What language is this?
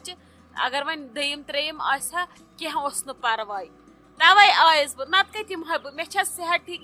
Kashmiri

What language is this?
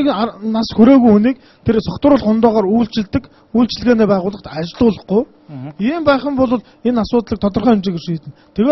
Mongolian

